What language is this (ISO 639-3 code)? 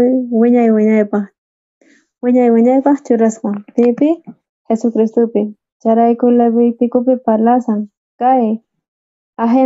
quh